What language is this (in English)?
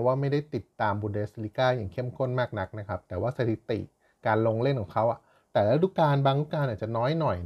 Thai